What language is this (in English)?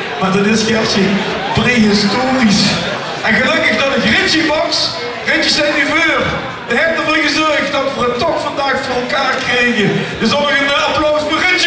Limburgish